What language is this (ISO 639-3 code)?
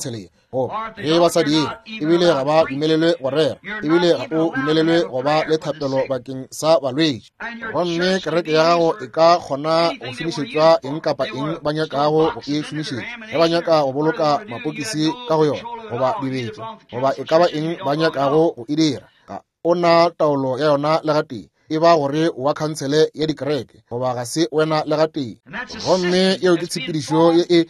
nso